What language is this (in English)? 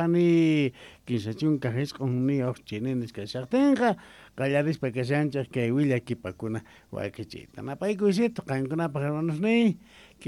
Quechua